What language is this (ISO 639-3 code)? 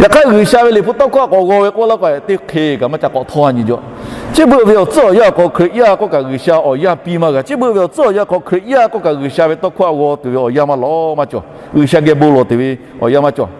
lhu